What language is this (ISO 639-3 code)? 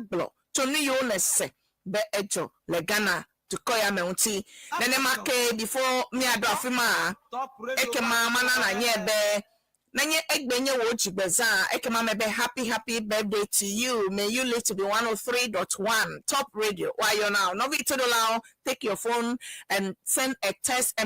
ewe